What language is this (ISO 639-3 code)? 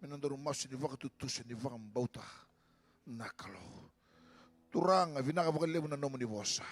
fij